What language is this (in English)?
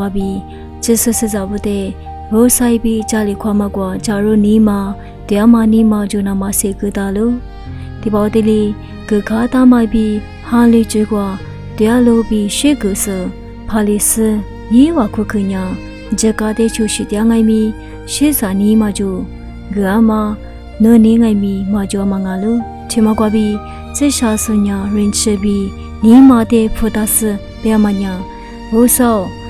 Lisu